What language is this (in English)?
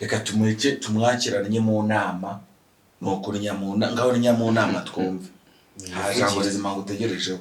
Kinyarwanda